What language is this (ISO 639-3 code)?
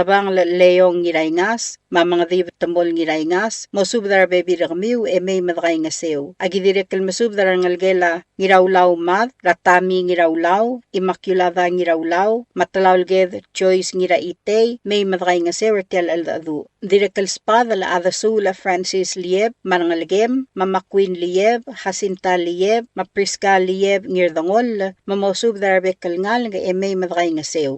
pau